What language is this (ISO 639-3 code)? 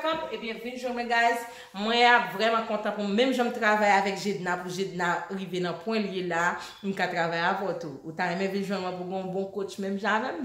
hat